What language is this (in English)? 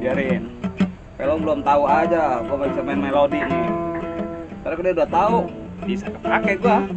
Betawi